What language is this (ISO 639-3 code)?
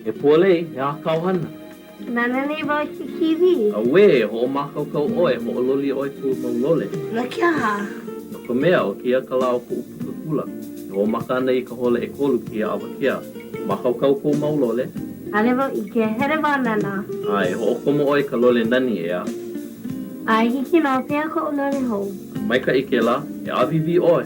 haw